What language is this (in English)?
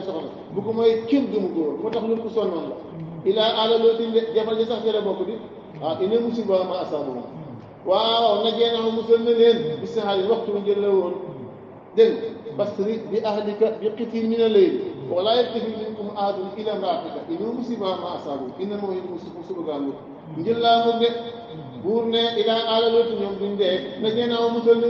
Wolof